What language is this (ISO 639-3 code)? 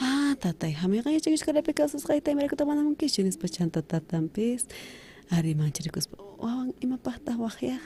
quh